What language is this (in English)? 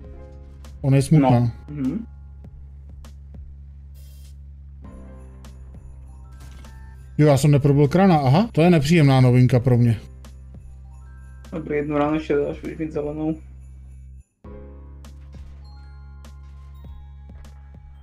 Czech